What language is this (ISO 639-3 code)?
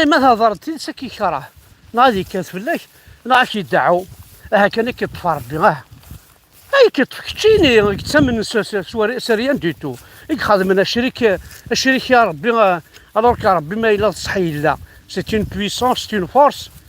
kab